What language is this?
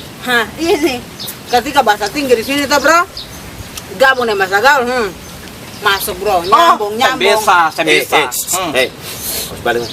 Ambonese Malay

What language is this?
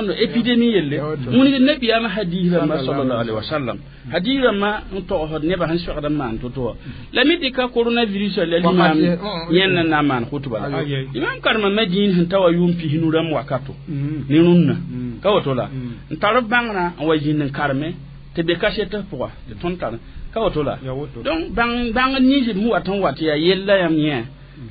Mossi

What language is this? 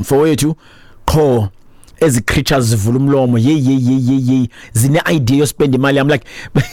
Xhosa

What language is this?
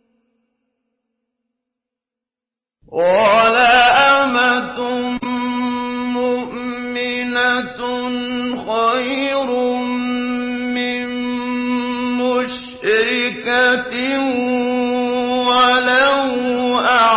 Arabic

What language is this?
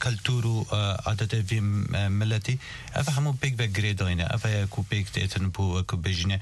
Kurdish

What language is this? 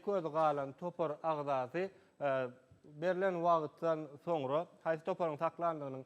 Turkmen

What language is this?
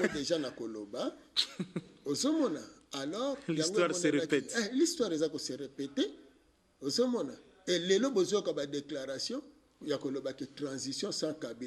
Lingala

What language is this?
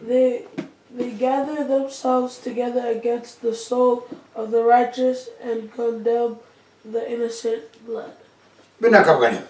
Fijian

